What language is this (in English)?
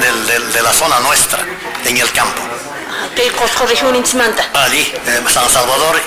Quechua